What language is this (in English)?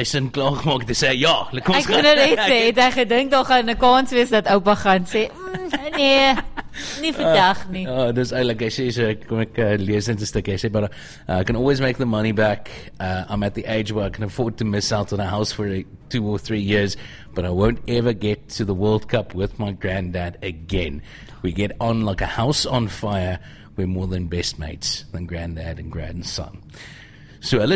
Afrikaans